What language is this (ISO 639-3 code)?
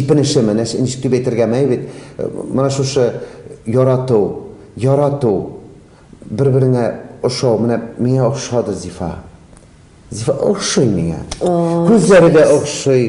tat